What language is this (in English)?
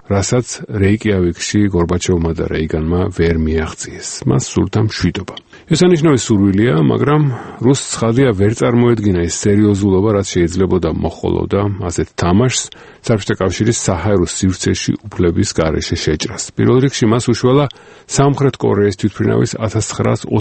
Georgian